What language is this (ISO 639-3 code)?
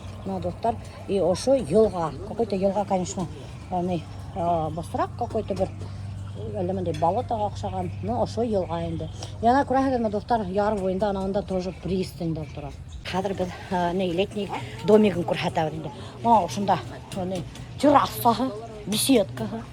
bak